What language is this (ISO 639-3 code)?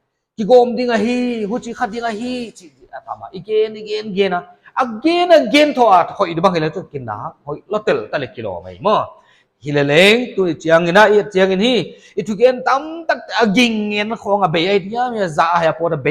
pck